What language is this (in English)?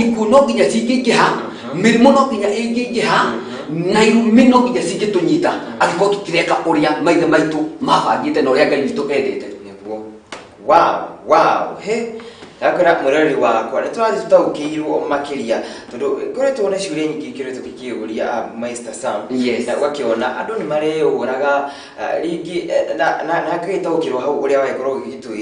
Kikuyu